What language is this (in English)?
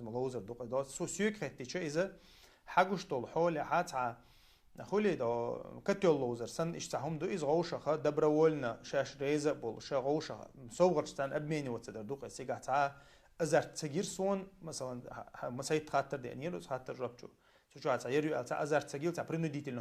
Chechen